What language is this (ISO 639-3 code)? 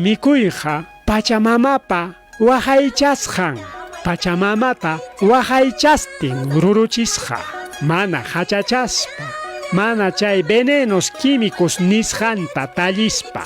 quy